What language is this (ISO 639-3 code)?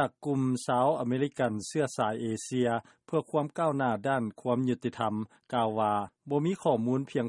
lao